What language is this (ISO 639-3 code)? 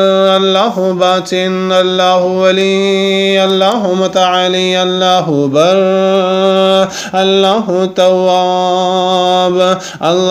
ara